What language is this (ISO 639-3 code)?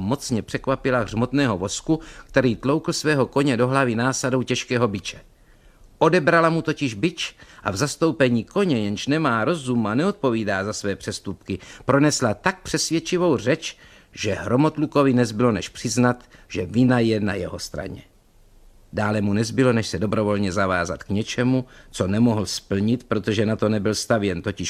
ces